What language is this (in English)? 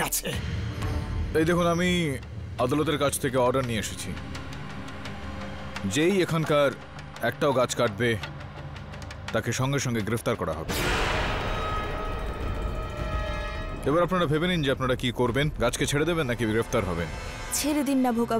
Bangla